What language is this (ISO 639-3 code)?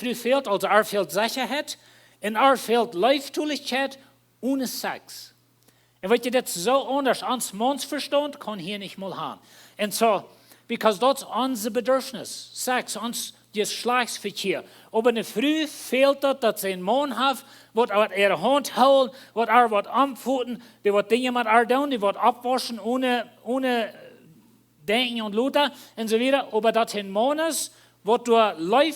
pdt